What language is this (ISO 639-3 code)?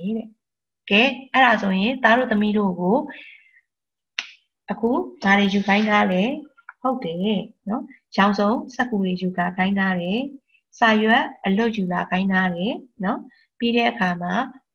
mya